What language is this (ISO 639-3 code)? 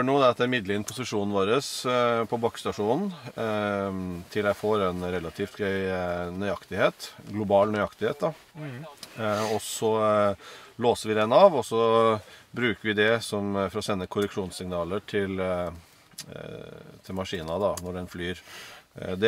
nor